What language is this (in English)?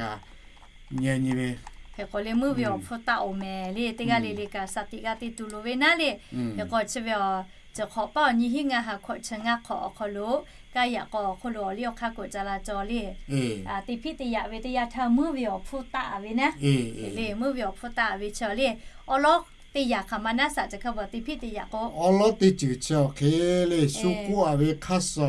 Lahu